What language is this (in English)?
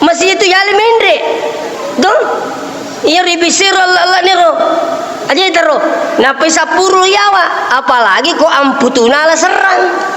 Buginese